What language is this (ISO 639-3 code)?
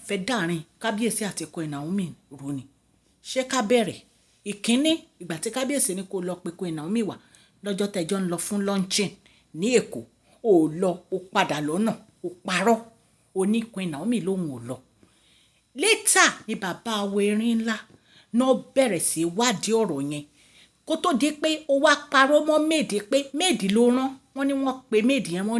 yor